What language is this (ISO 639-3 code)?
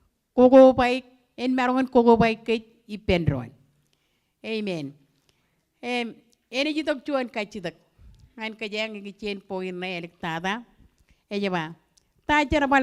mah